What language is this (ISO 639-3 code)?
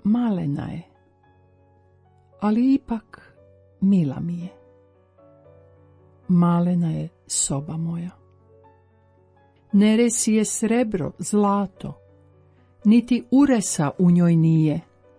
hrv